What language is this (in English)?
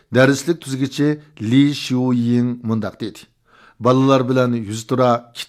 Uyghur